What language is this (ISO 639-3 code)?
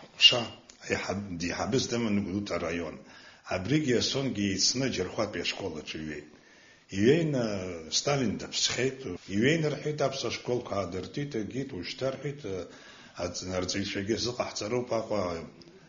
abk